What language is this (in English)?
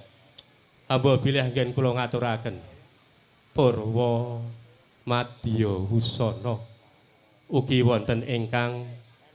Javanese